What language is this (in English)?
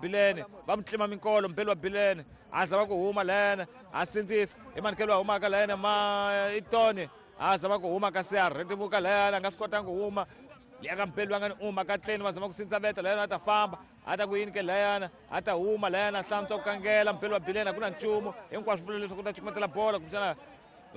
Tsonga